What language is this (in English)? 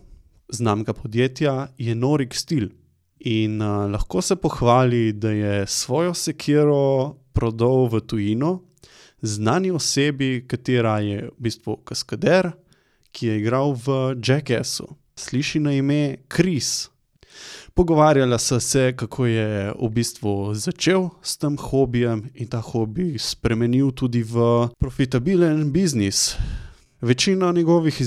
Slovenian